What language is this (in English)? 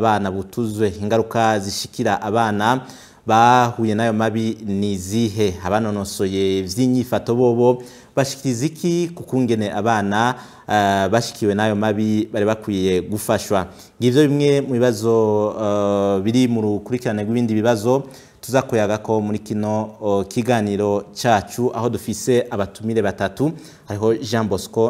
Rundi